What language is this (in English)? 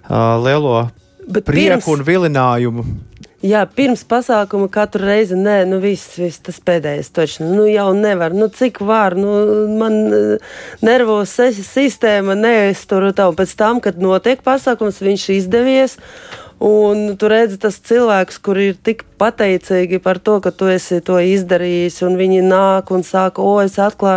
Latvian